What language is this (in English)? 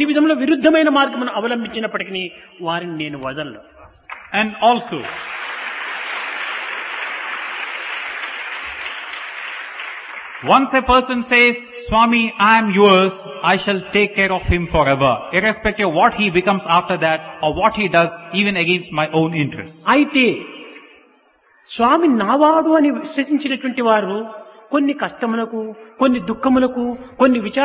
Telugu